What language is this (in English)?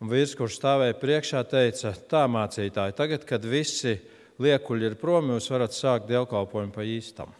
Latvian